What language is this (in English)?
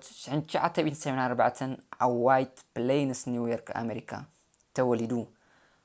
Tigrinya